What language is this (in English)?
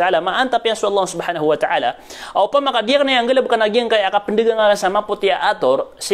Maranao